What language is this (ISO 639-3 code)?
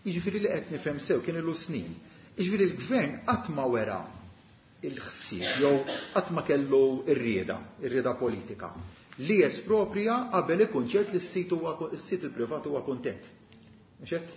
mlt